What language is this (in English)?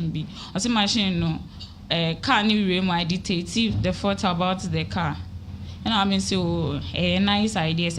Akan